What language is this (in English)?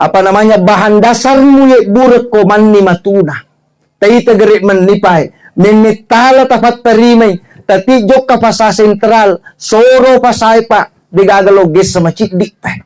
Buginese